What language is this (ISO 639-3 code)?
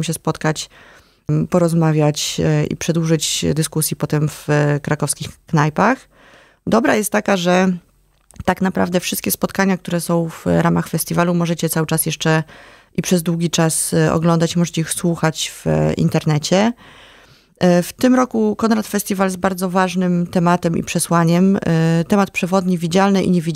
pol